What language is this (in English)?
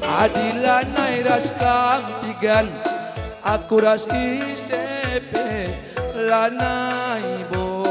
Batak Karo